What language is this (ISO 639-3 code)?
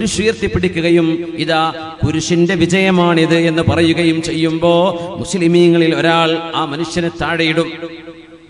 mal